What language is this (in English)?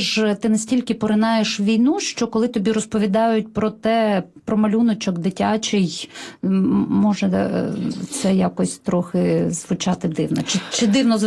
Ukrainian